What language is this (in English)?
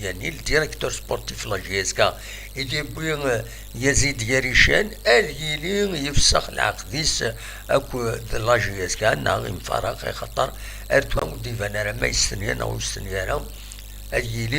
Kabyle